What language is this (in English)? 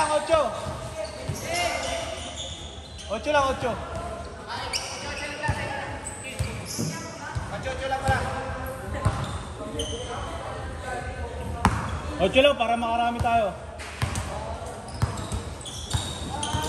Filipino